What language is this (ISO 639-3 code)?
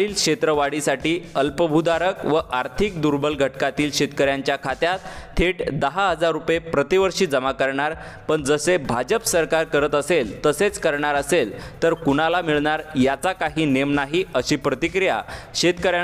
mar